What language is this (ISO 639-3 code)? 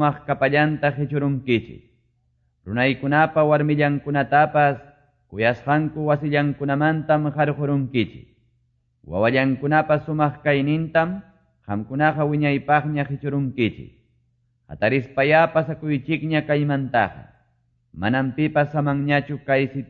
que